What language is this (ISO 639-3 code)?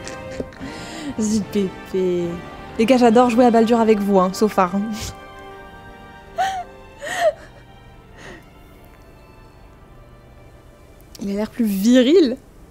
fra